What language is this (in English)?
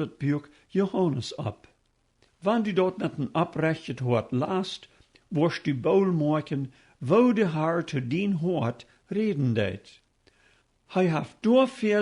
Plautdietsch